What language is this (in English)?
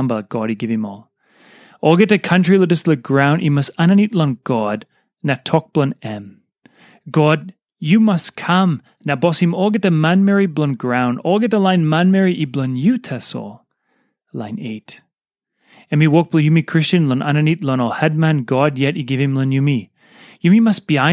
Tok Pisin